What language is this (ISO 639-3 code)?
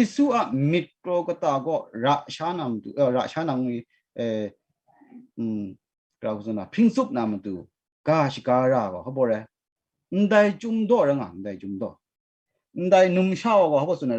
kac